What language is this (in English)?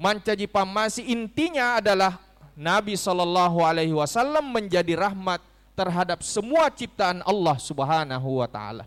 Buginese